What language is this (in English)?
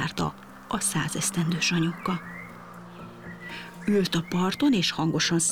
Hungarian